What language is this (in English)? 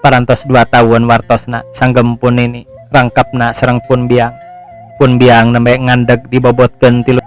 Sundanese